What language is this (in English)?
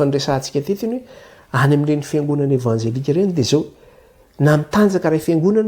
Malagasy